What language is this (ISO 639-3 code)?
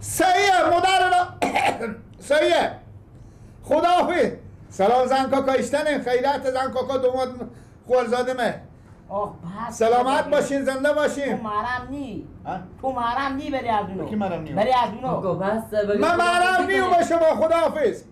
fas